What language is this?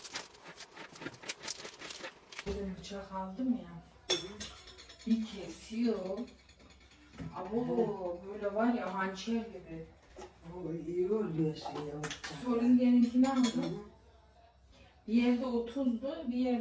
Turkish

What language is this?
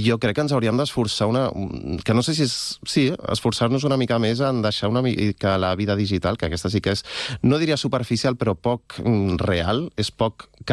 Catalan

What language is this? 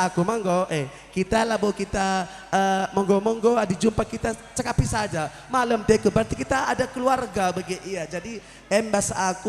Batak Karo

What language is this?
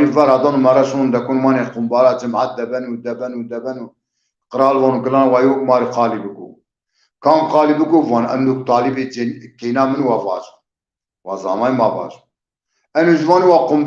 Zaza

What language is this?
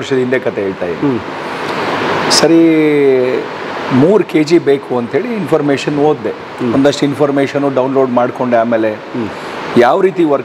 Kannada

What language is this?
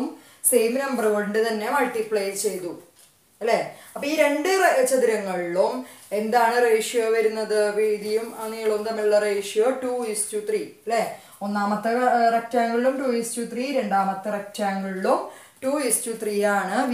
Malayalam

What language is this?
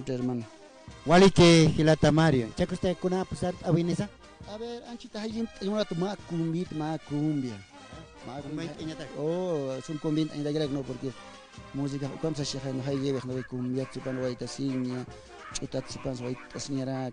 Aymara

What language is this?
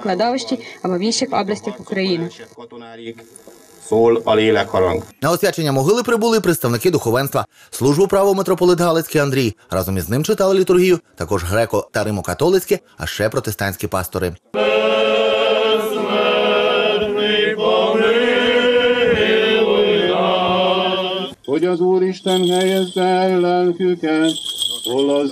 Ukrainian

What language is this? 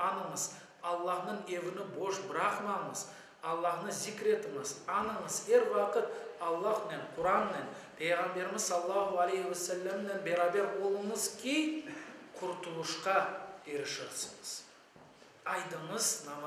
Crimean Tatar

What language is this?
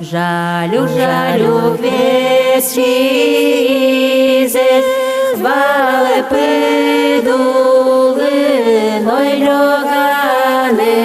Udmurt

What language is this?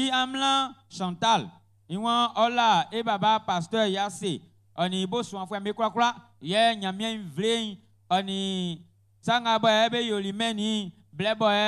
Baoulé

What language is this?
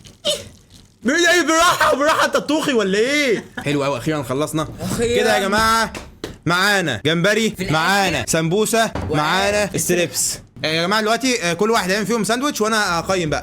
Egyptian Arabic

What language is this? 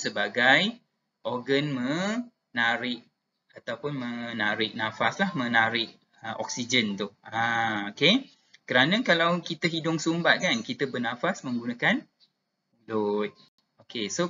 Malay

